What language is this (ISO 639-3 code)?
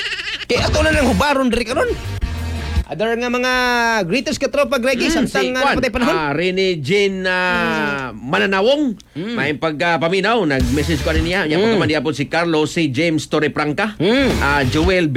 ceb